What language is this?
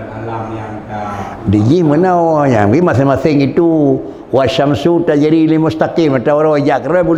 Achinese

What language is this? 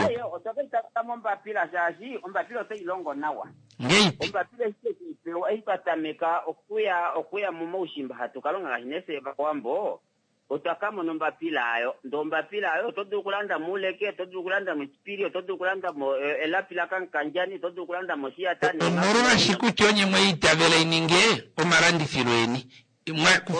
Kuanyama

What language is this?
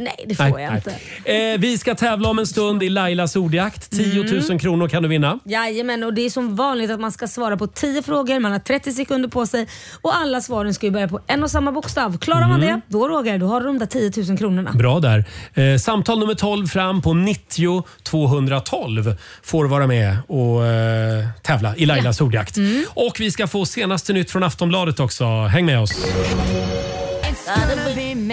Swedish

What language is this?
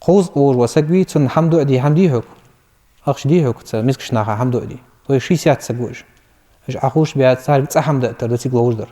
Ingush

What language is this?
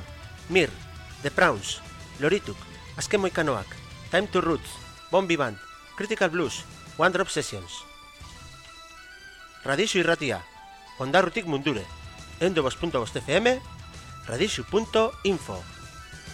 Basque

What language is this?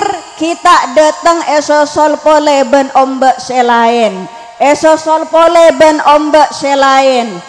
Madurese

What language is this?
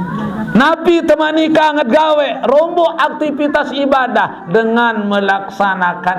Sasak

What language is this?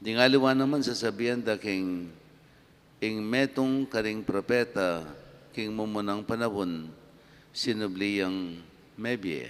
Pampanga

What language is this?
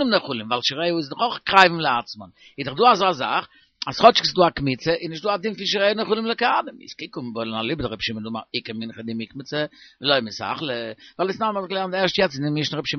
Yiddish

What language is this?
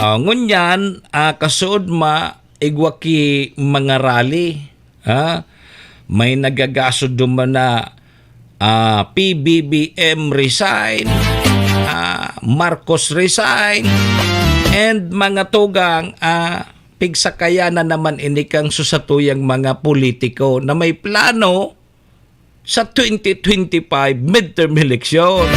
Bikol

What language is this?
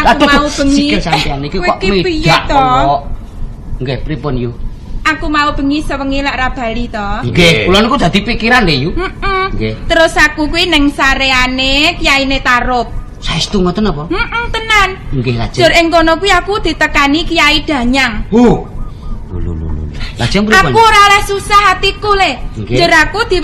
Javanese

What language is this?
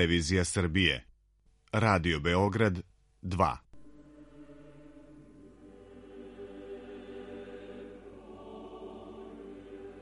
Serbian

